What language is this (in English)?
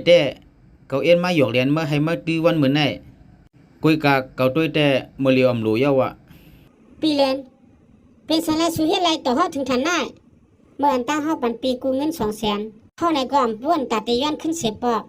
Shan